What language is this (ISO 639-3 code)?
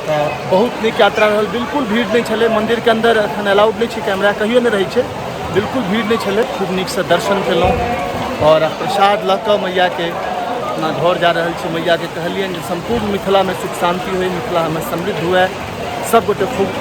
mai